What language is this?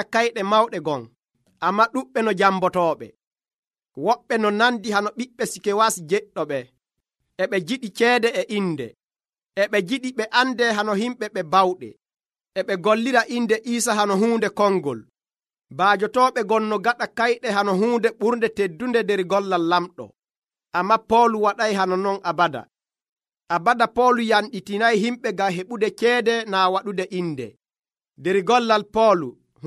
Nigerian Fulfulde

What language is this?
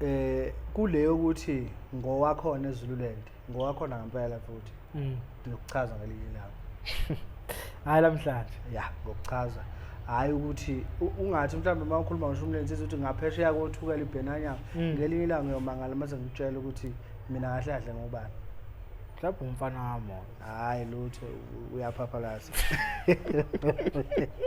Zulu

